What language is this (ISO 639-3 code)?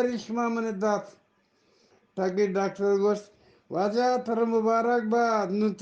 bgp